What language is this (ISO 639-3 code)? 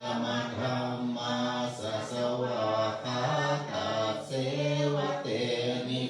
pli